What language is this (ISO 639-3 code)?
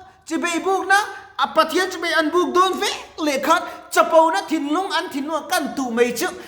lus